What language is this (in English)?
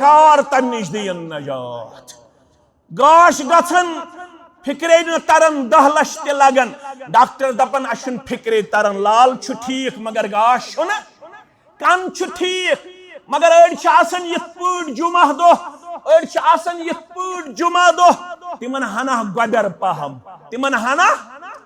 Kashmiri